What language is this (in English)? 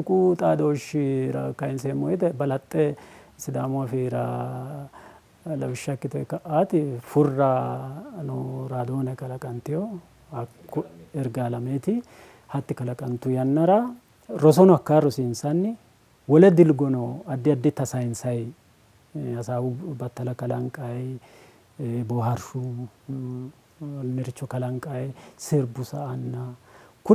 Sidamo